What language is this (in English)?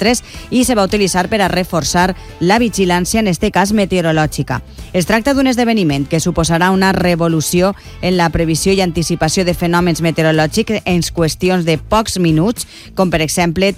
Catalan